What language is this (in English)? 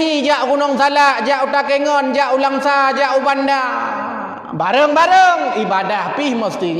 Achinese